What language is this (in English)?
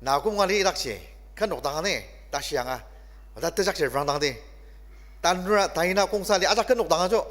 Ao Naga